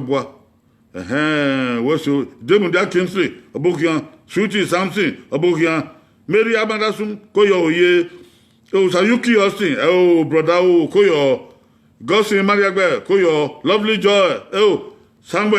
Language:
Bini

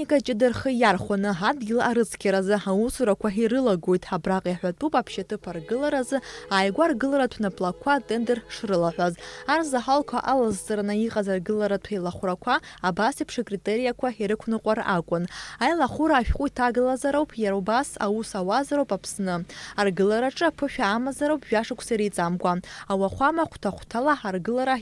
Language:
Abkhazian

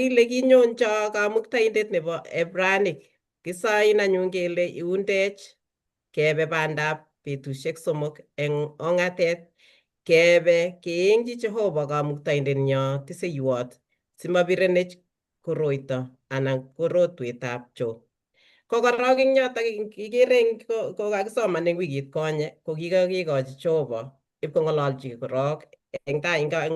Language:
Kalenjin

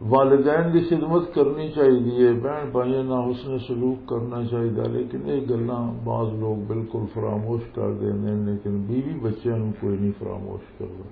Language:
Western Panjabi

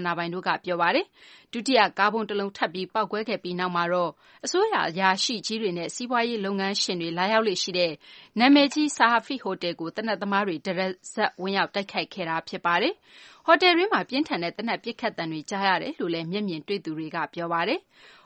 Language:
Burmese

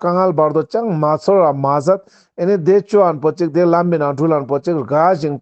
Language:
Ladakhi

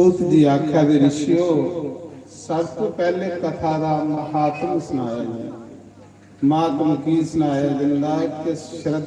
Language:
Dogri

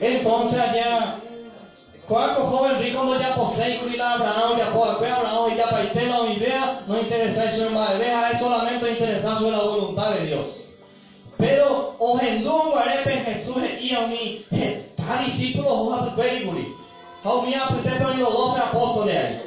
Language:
Guarani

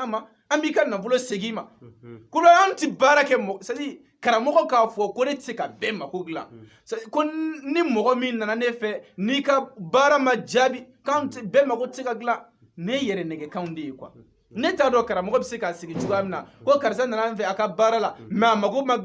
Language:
Bambara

